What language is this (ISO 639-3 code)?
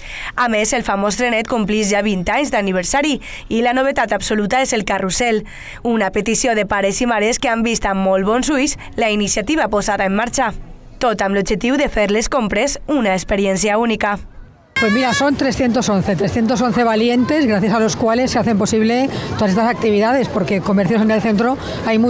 cat